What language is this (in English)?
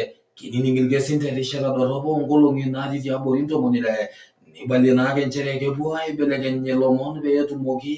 Masai